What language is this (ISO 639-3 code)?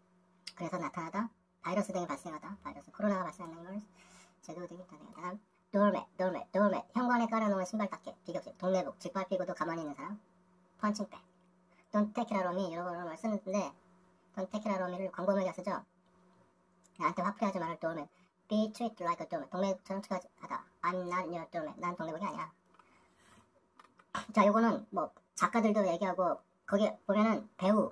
kor